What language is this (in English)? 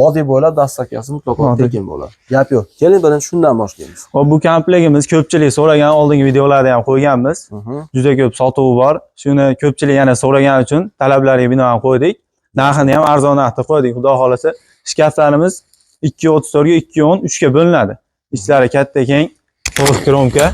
Uzbek